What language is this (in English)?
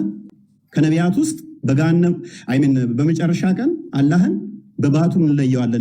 Amharic